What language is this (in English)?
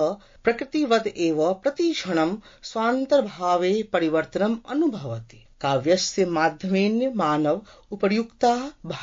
Sanskrit